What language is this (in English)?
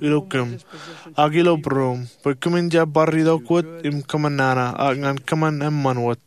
Marshallese